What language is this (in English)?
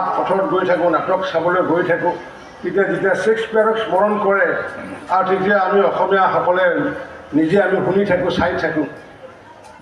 Assamese